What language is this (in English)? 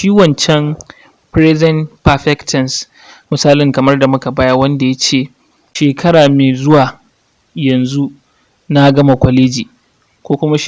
Hausa